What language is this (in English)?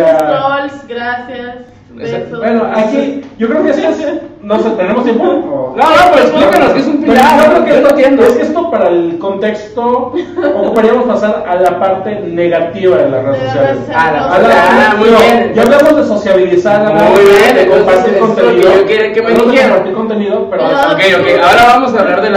Spanish